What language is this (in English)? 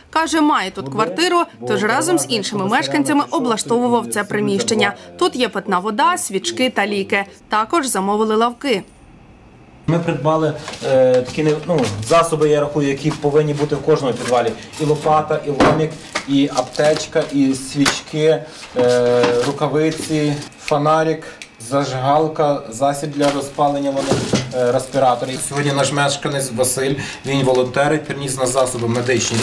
Ukrainian